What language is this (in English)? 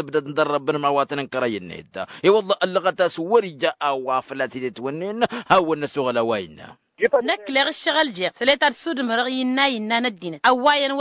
Tamasheq